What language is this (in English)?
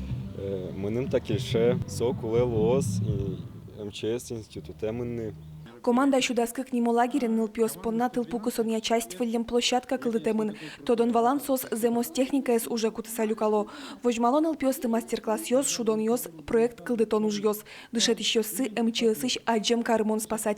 Udmurt